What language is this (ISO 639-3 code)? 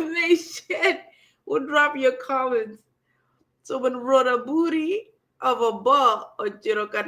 ach